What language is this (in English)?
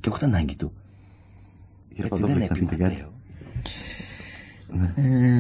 Greek